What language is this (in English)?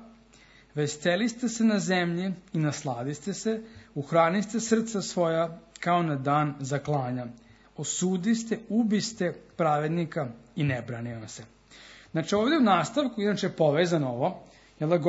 Serbian